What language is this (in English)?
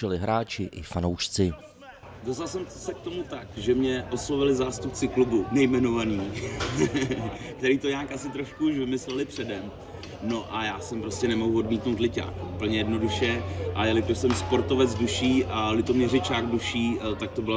Czech